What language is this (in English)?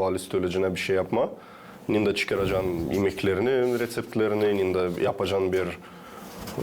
Gagauz